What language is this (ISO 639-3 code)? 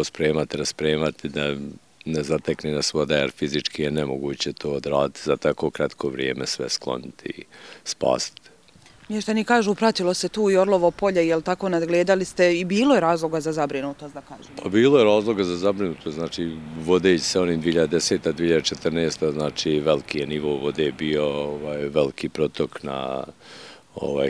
bos